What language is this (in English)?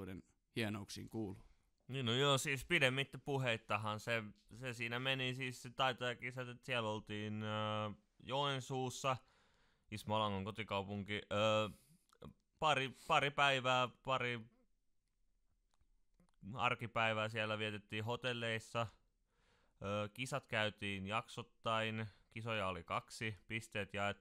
Finnish